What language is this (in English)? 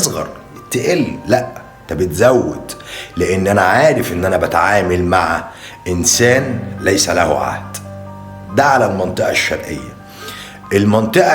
Egyptian Arabic